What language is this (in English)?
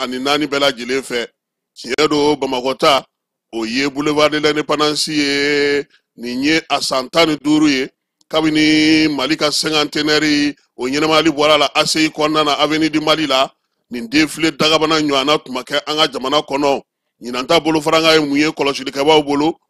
Bambara